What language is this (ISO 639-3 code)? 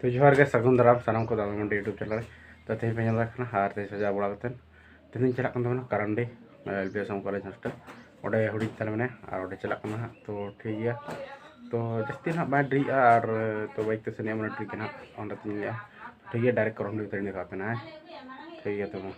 sat